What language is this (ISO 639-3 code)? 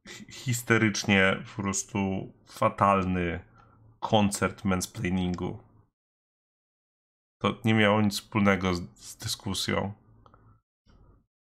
pol